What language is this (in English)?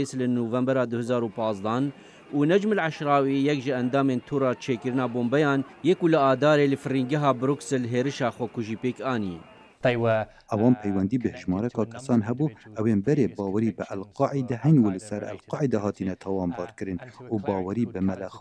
Kurdish